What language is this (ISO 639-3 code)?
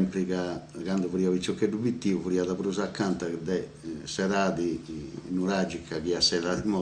srd